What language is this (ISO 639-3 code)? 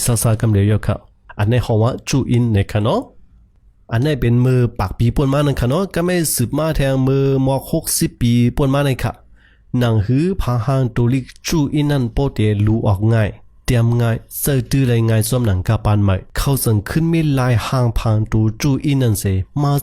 shn